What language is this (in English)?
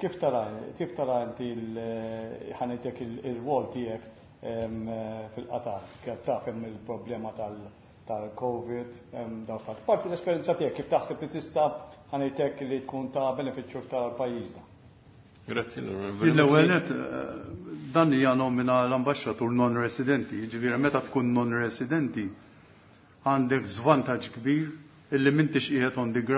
Maltese